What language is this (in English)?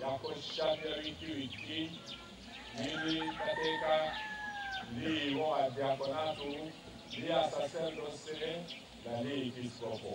Tetela